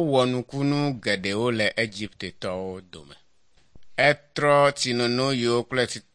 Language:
Ewe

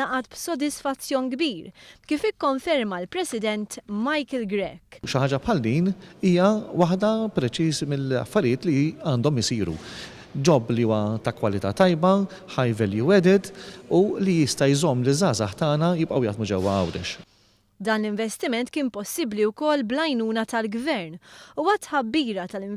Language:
Maltese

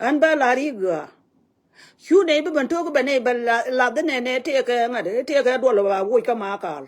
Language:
Nuer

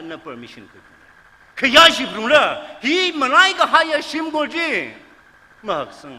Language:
Tangkhul Naga (India)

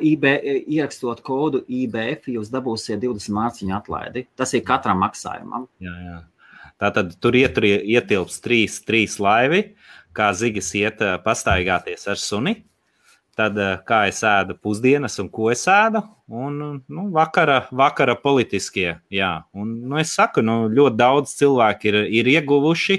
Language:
Latvian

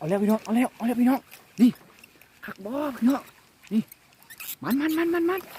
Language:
Lao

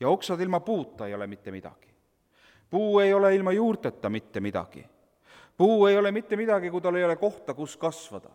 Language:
Estonian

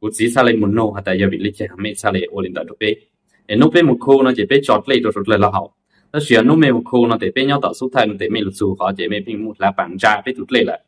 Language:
Hmong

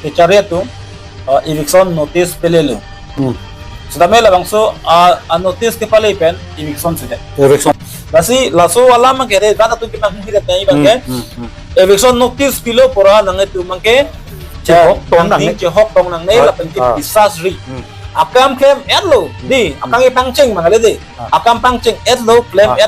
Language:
Karbi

